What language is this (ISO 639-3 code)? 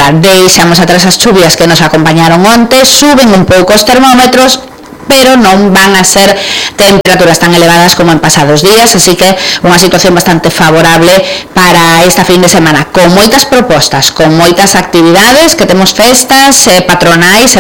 glg